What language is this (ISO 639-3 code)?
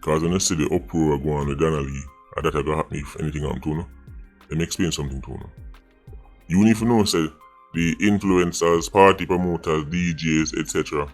jam